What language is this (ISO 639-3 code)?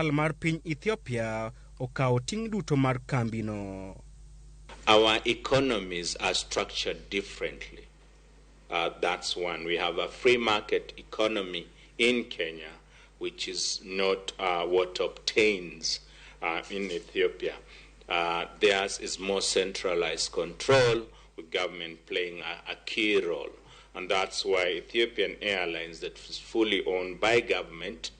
luo